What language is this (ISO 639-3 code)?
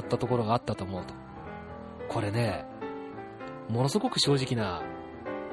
jpn